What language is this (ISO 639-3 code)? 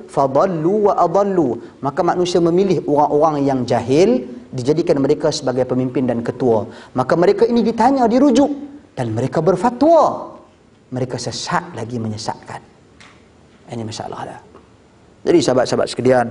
msa